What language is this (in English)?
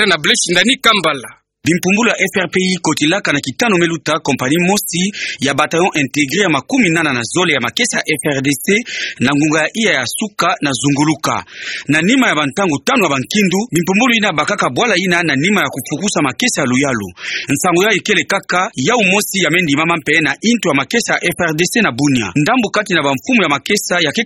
Kituba (Democratic Republic of Congo)